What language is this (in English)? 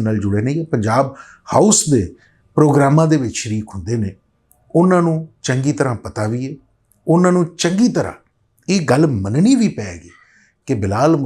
Western Panjabi